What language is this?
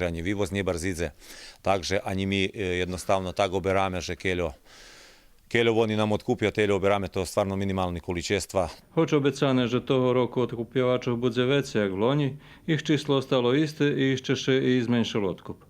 Rusyn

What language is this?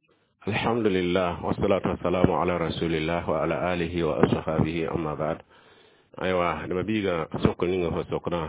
Mossi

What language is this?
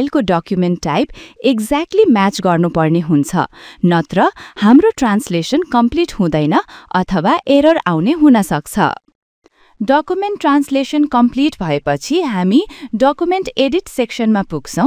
Nepali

